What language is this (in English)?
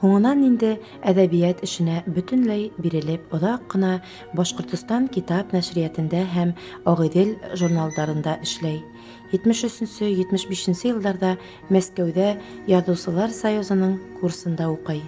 Bashkir